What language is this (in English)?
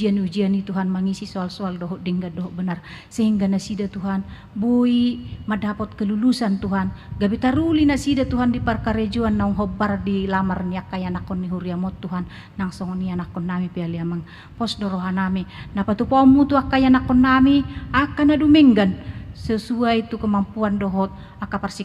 Batak Toba